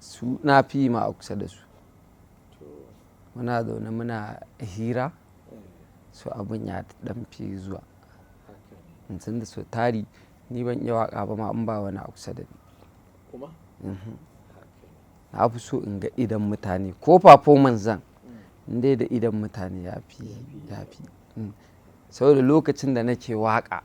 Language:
Hausa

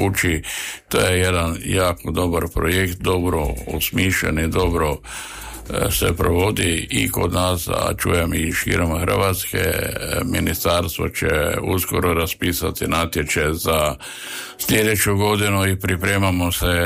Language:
Croatian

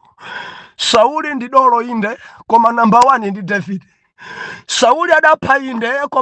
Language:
Nyanja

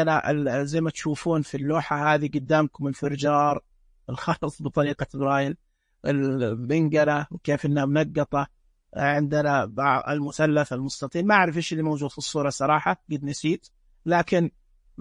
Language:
Najdi Arabic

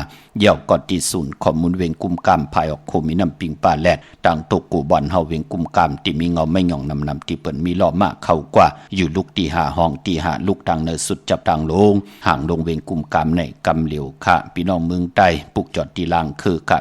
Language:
Shan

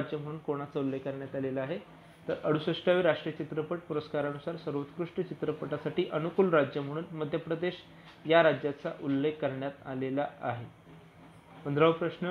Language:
Marathi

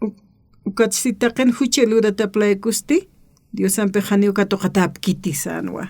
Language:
Aymara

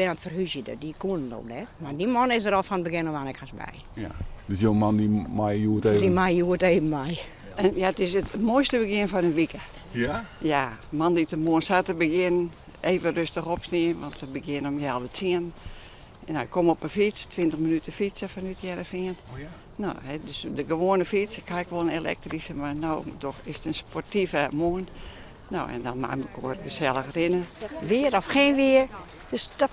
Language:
Western Frisian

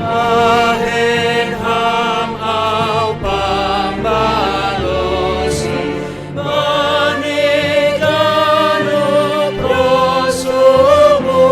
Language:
Batak Simalungun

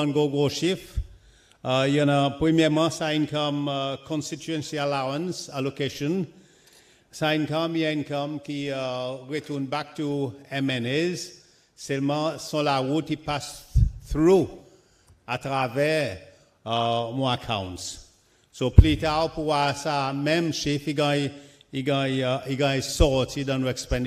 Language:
Seselwa Creole French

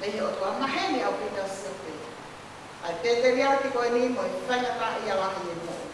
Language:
Tongan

